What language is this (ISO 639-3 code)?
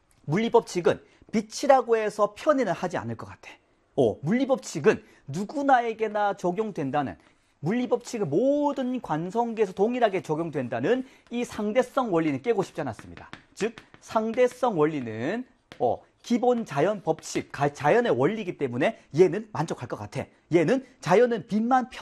kor